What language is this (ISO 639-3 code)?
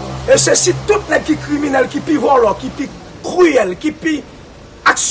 hat